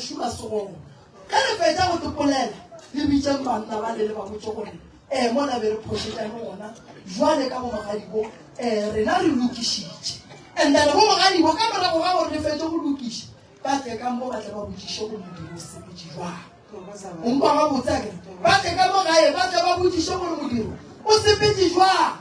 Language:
Northern Sotho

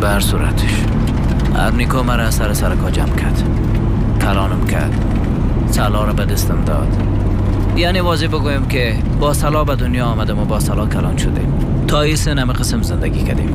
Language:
Persian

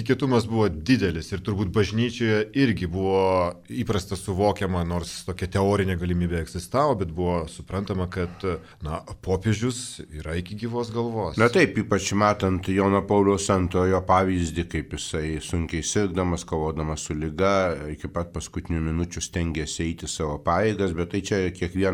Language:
Lithuanian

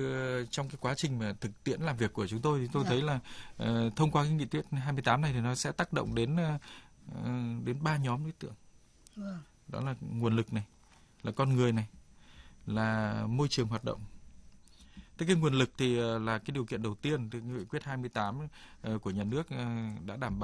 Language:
Vietnamese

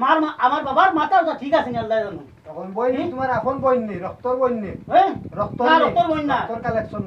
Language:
Sylheti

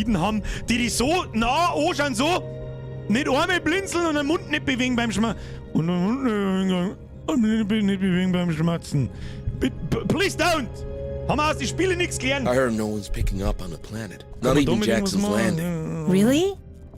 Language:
Bavarian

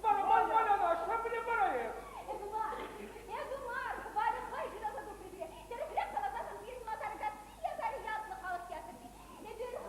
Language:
Chuvash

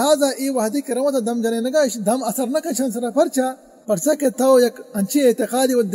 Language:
Baluchi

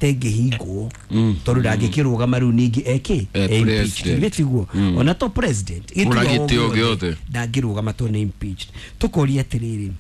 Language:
Kikuyu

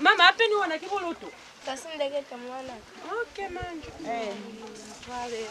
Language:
Lozi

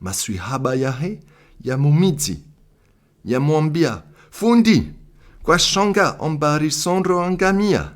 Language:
Comorian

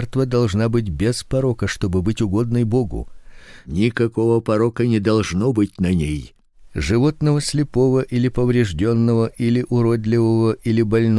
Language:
Russian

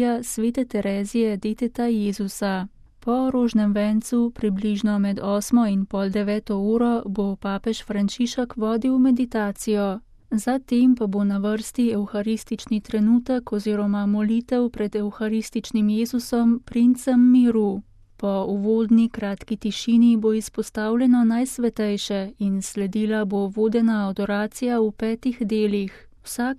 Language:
Slovenian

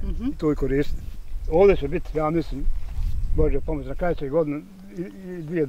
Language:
Bosnian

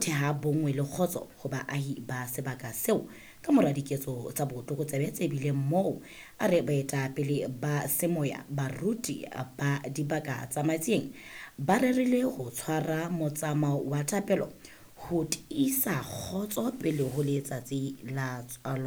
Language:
Southern Sotho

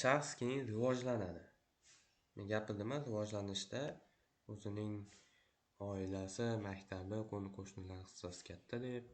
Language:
Uzbek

